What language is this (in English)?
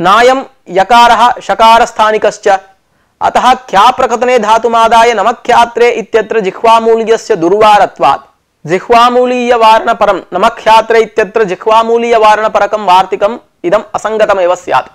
Sanskrit